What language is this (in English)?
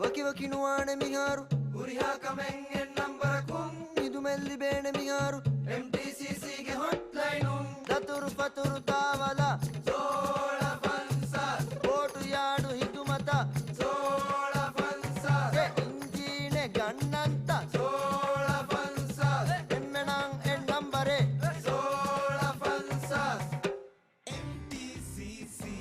Divehi